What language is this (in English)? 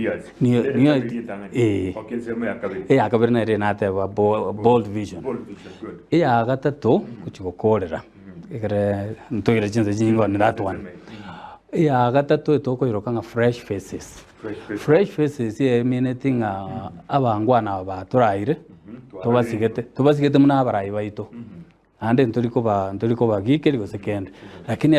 Gusii